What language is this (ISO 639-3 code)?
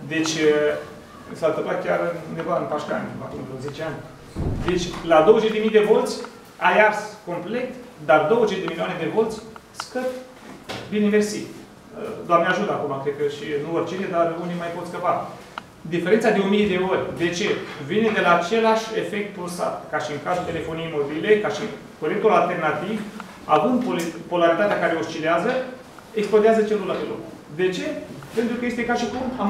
ron